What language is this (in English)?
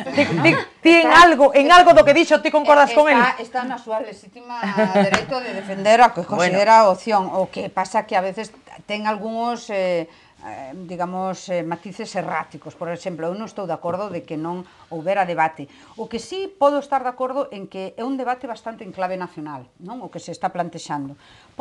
Galician